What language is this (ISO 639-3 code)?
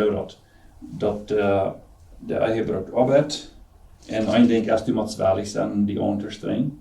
pdt